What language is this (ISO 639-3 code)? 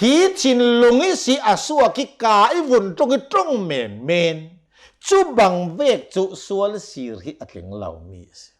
cnh